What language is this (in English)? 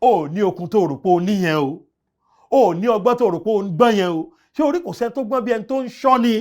Yoruba